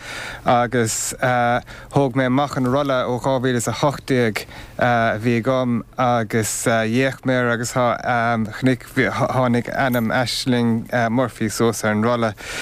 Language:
Irish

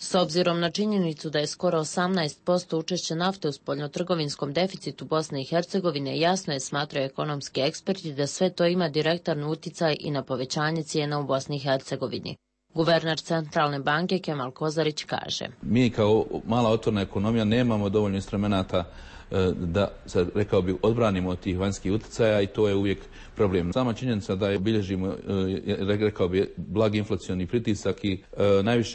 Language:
Croatian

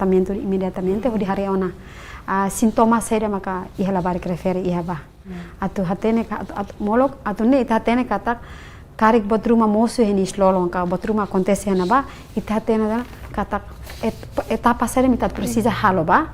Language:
Tetum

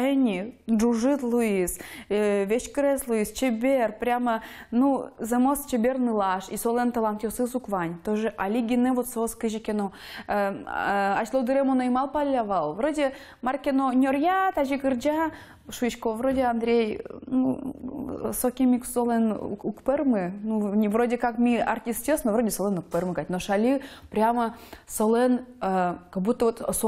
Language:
Udmurt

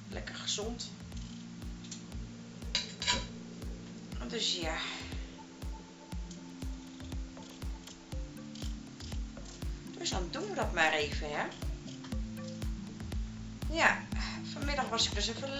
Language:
Dutch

